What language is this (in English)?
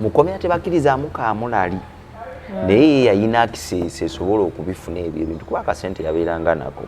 Ganda